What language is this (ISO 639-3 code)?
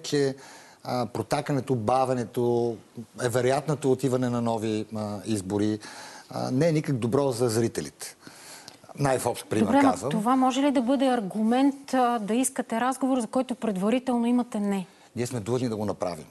bul